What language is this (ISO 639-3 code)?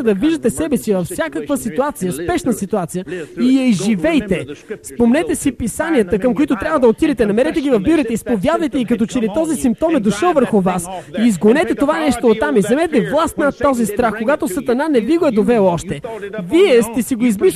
bul